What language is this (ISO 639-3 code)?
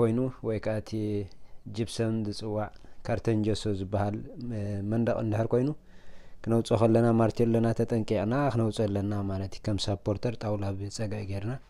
tir